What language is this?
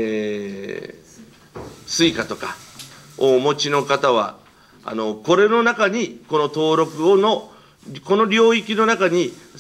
Japanese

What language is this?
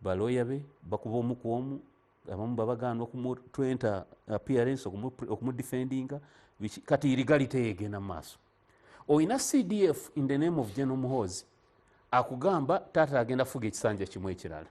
Ganda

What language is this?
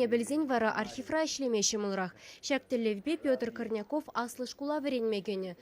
Chuvash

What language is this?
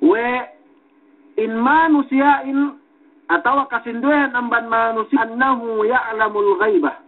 Yakan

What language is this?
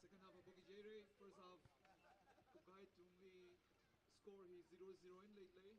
Tangkhul Naga (India)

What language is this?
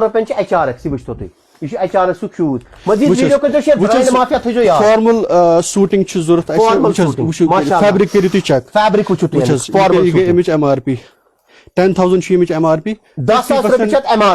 Kashmiri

